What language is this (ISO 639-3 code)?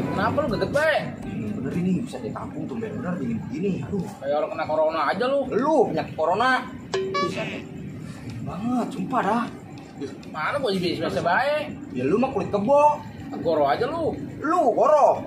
bew